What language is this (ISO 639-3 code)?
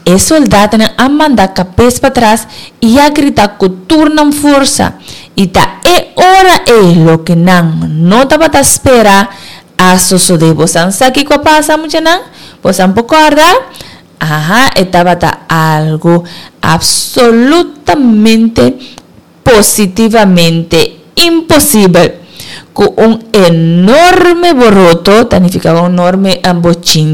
pap